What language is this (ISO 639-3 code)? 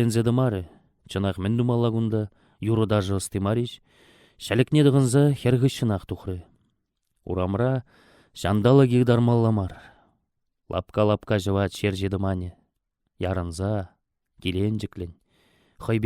chv